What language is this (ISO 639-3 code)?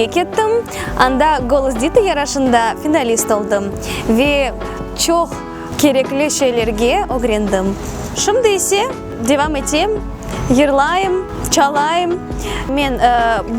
crh